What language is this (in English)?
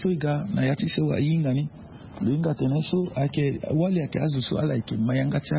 Sango